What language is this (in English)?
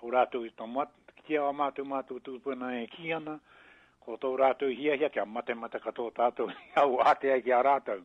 Māori